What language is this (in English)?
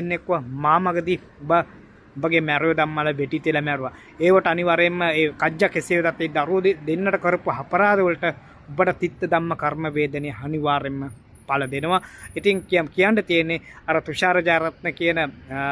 Sinhala